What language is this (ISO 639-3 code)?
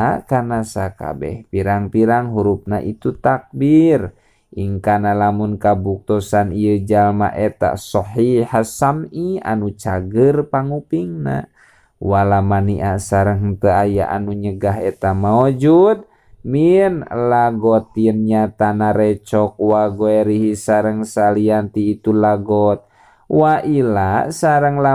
sun